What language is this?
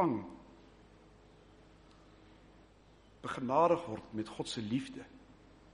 Afrikaans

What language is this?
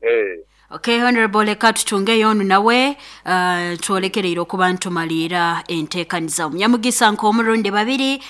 Nyoro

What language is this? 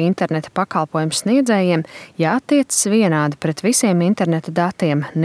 Latvian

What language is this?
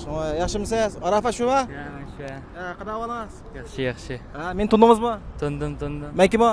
Uyghur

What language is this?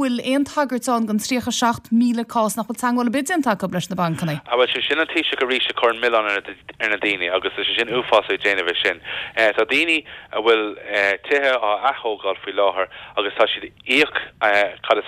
Irish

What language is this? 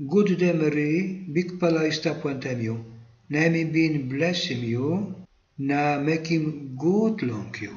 Tok Pisin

